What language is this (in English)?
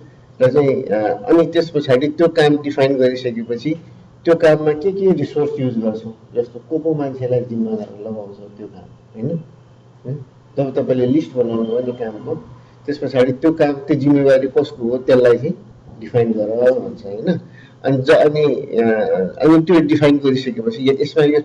Nepali